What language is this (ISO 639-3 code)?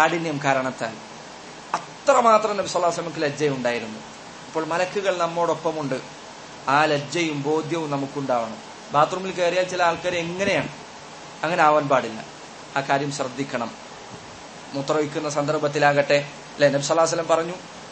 mal